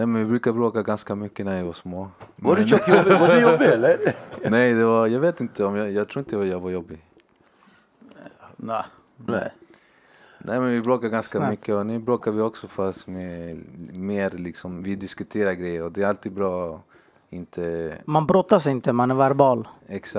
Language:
Swedish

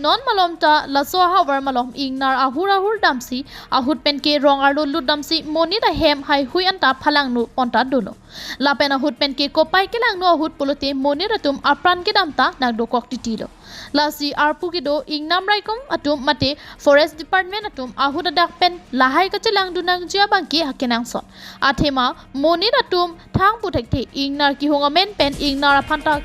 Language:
Karbi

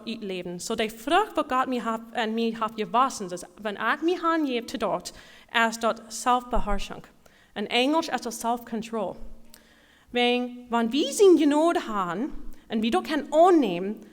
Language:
Plautdietsch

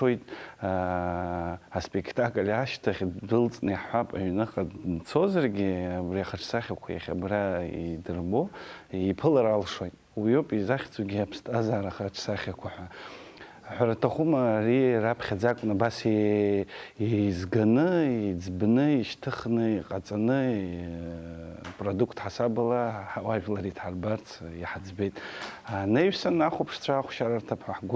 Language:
Abkhazian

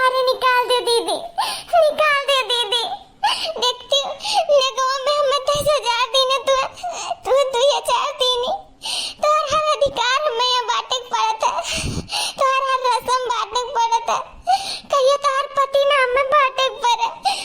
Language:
Awadhi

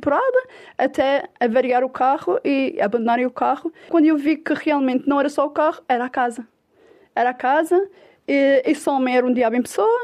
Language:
Portuguese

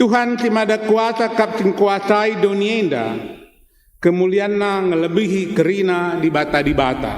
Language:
Batak Karo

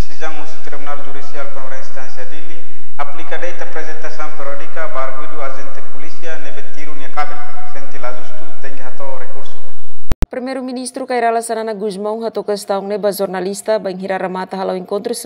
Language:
Tetum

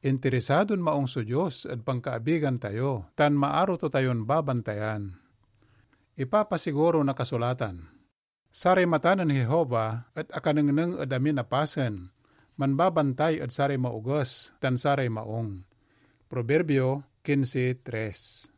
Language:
Pangasinan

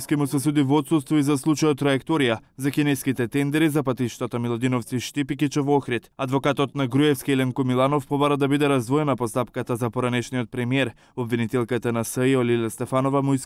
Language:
Macedonian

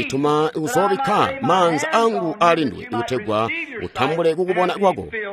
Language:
Tonga (Zambia)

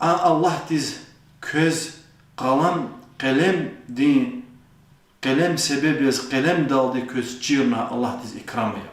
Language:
Lezghian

